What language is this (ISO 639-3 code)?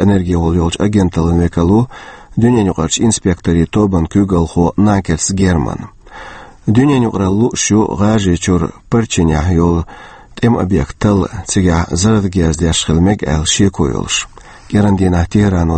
che